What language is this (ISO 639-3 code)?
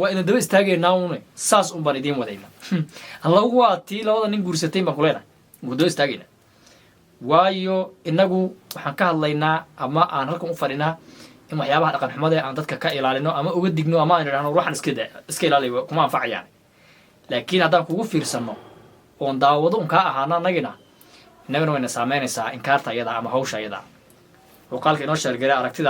som